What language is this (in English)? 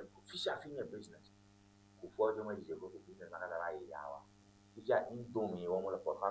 Ewe